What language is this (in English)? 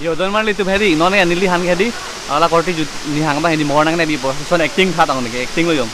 Karbi